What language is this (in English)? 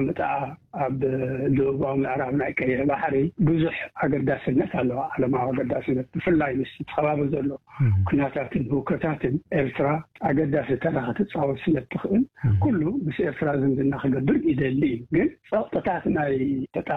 Tigrinya